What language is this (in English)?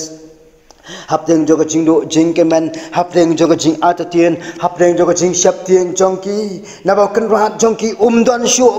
Khasi